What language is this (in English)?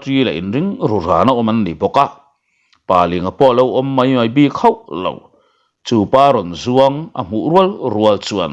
Mizo